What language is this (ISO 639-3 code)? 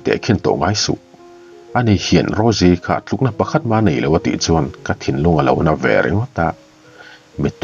lus